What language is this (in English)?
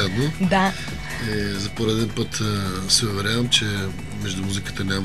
Bulgarian